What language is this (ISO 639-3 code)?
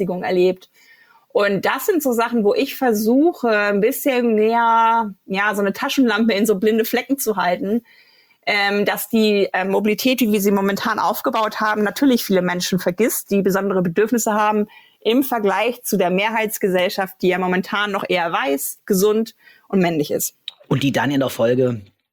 deu